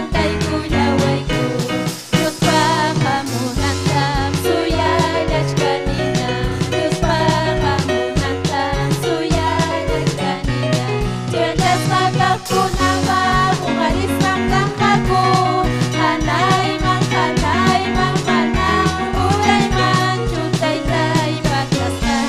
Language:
Ayacucho Quechua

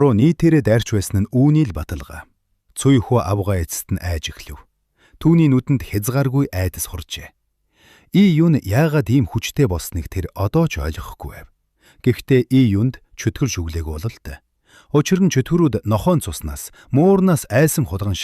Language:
Mongolian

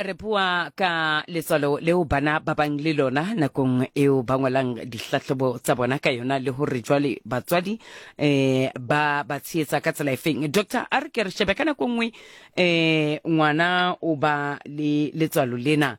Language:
Southern Sotho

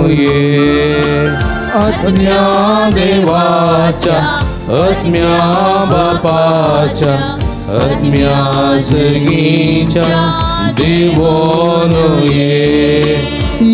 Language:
Konkani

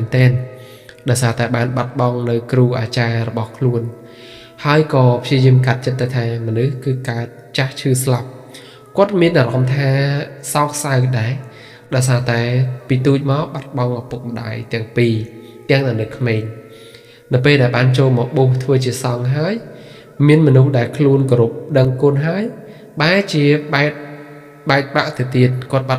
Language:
Khmer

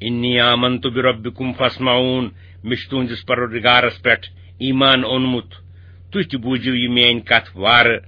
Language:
Kashmiri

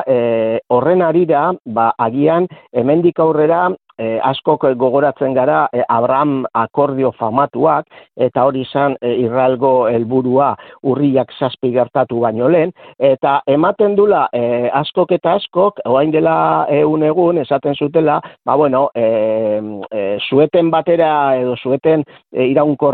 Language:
Basque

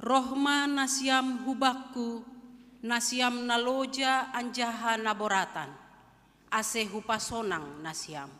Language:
Batak Simalungun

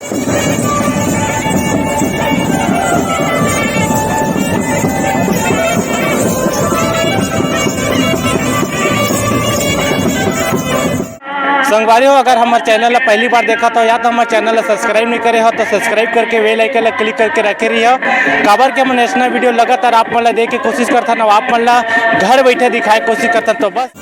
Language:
Chhattisgarhi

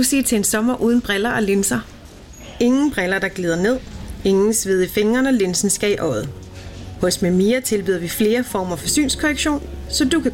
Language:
Danish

